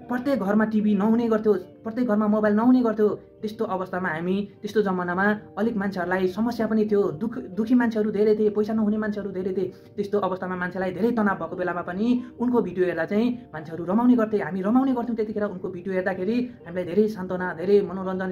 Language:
Nepali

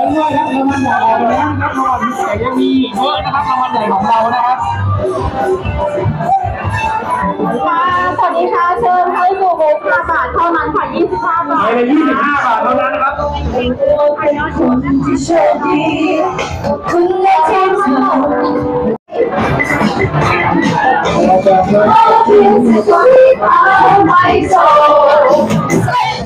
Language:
Thai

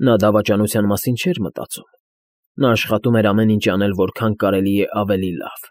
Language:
Armenian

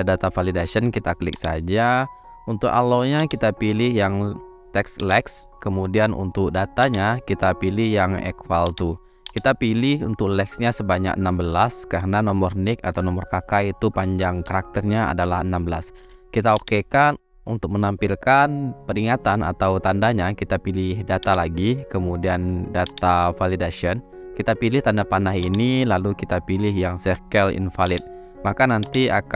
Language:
Indonesian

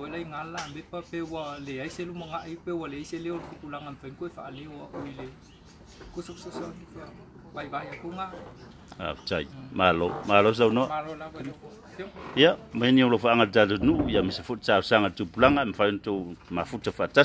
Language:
Samoan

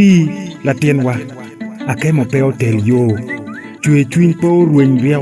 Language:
Acoli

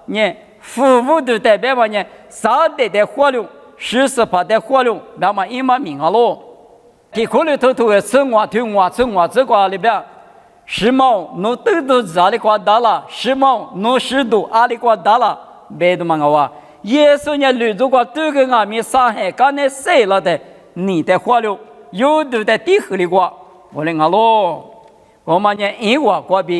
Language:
Lisu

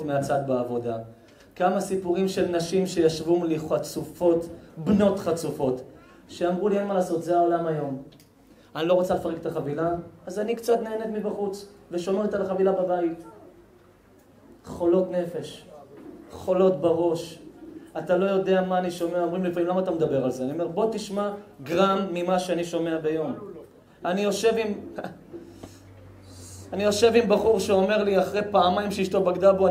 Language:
Hebrew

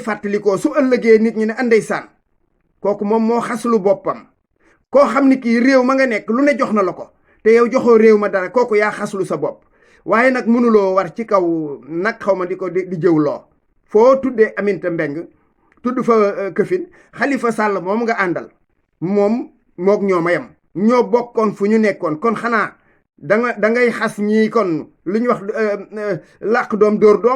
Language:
Wolof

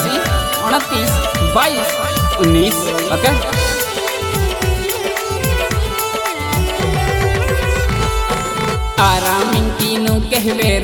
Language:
Bhojpuri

